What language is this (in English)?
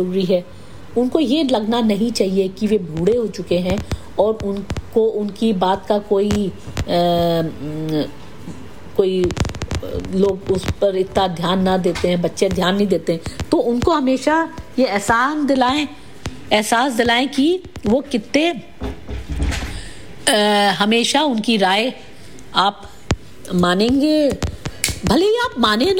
Hindi